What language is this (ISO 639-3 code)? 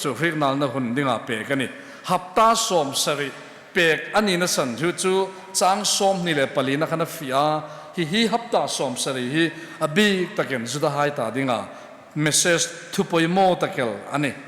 hmr